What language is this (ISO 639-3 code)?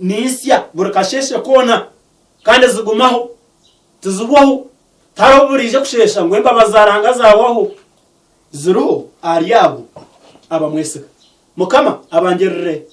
nyn